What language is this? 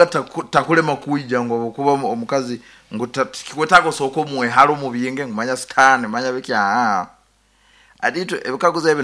Nyankole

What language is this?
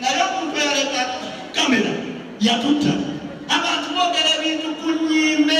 Ganda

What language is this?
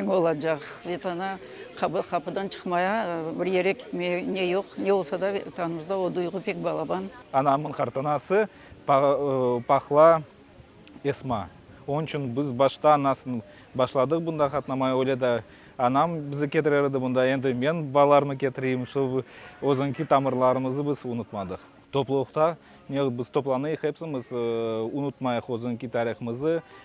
Crimean Tatar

